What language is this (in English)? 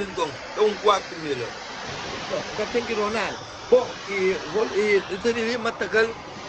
Kabuverdianu